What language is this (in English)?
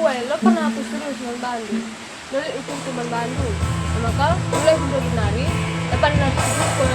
Batak Karo